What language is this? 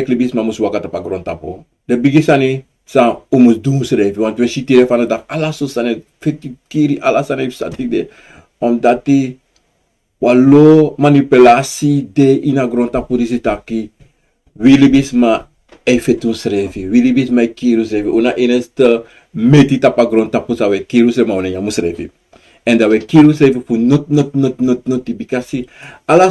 Sranan Tongo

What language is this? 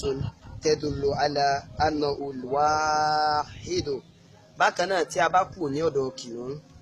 Yoruba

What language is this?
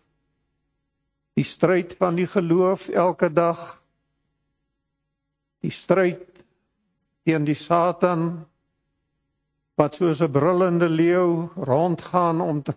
Afrikaans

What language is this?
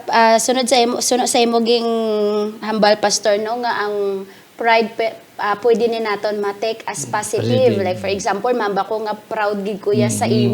Hiligaynon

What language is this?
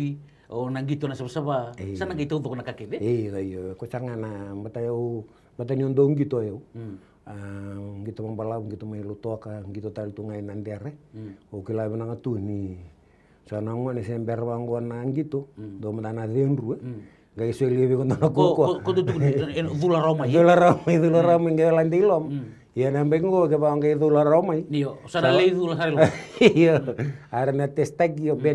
Fijian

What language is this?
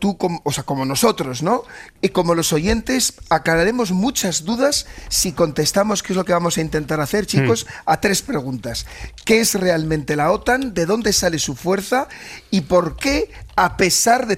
Spanish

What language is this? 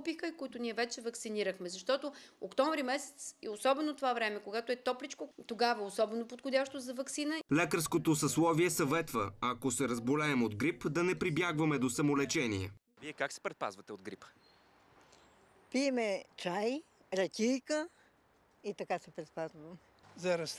Bulgarian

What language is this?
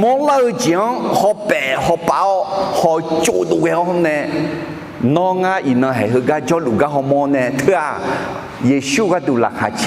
Akha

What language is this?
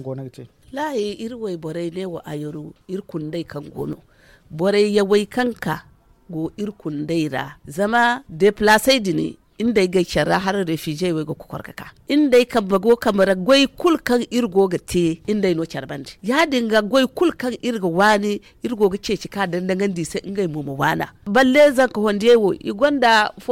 Zarma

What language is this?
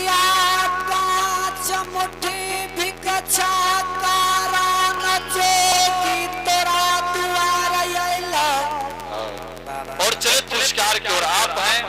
Angika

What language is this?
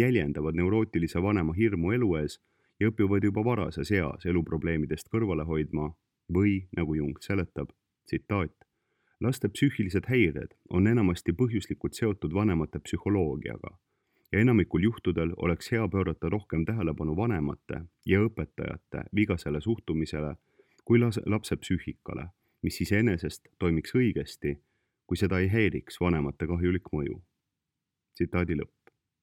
Estonian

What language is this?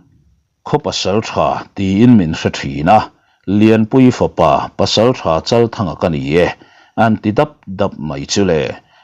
Mizo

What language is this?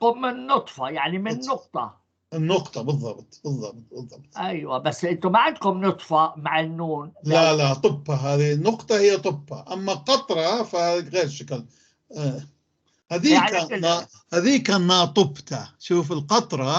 North Levantine Arabic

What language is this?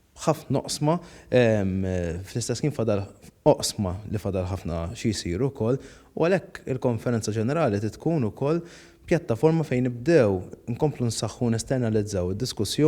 Maltese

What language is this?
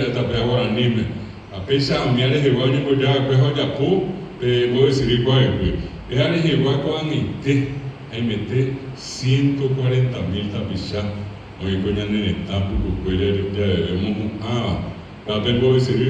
Guarani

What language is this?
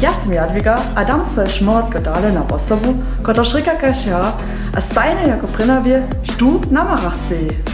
Upper Sorbian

